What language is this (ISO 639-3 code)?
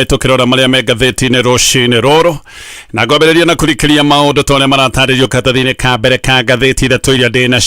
kik